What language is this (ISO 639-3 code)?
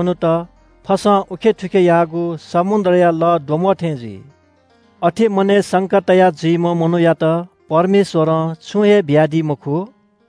new